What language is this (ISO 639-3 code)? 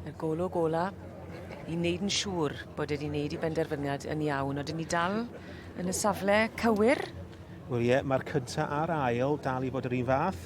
cym